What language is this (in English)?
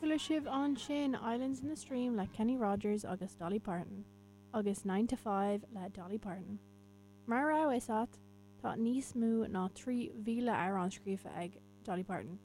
Irish